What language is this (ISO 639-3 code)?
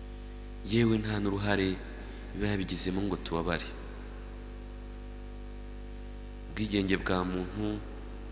kin